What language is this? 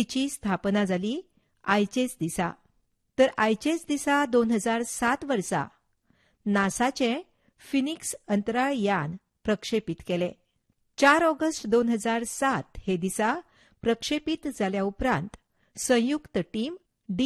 Konkani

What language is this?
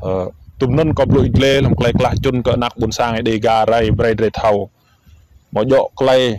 Rade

